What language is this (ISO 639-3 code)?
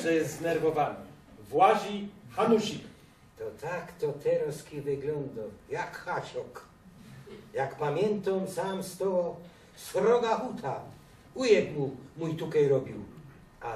szl